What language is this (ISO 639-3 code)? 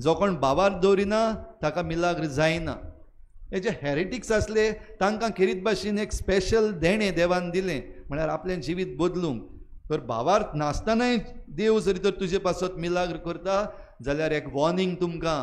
kok